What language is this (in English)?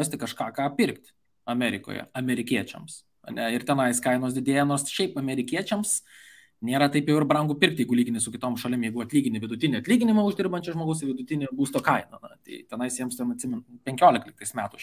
Lithuanian